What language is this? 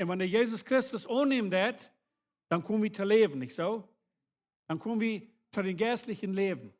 Plautdietsch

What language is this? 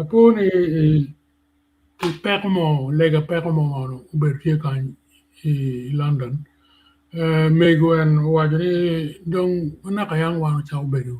Acoli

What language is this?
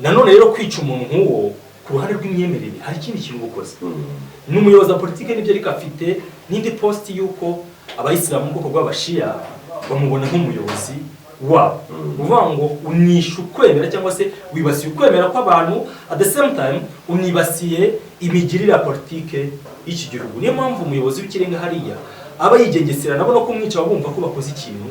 Kinyarwanda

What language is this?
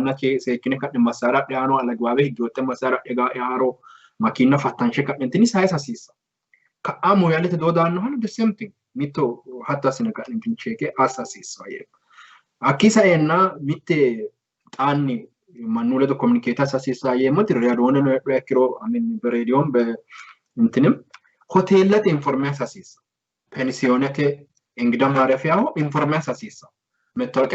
Sidamo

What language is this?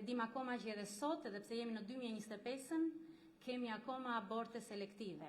Albanian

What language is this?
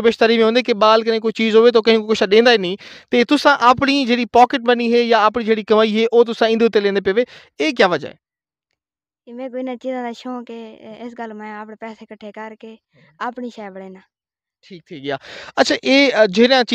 Saraiki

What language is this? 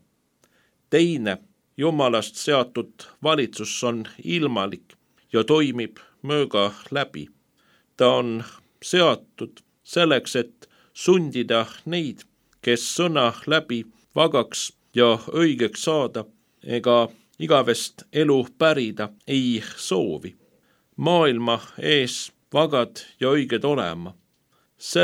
Estonian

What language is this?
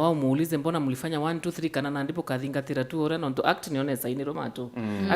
Meru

